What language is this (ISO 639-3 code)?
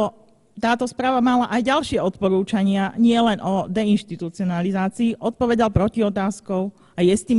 slk